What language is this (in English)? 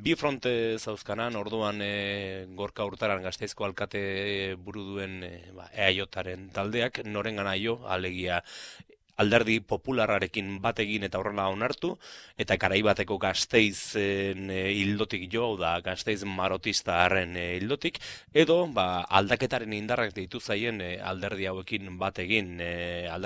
Basque